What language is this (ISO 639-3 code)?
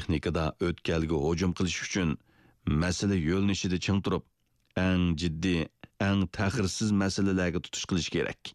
uig